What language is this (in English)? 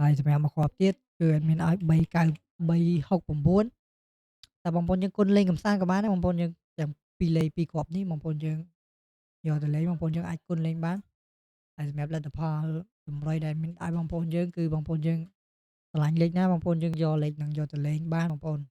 Khmer